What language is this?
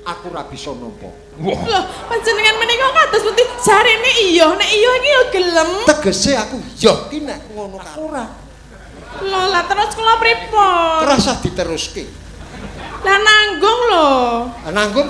Javanese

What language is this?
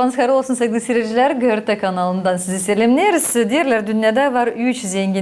Gagauz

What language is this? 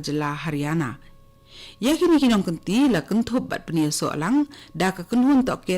Khasi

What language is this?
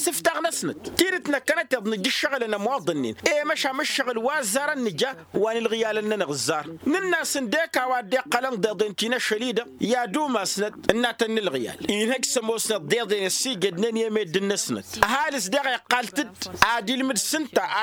Tamasheq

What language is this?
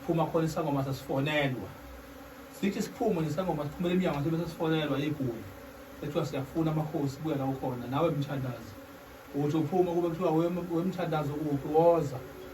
Zulu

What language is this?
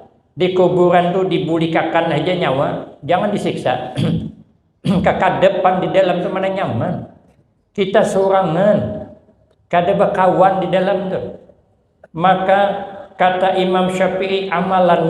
Banjar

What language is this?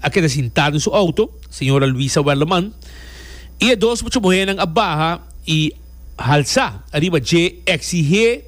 Papiamento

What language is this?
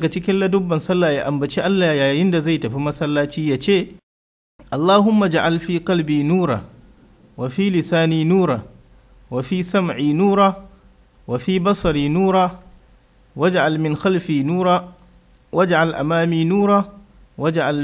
Hausa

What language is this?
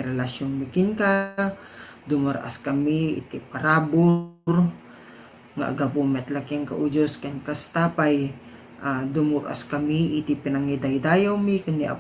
Iloko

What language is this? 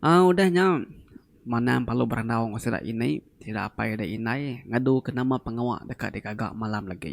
Iban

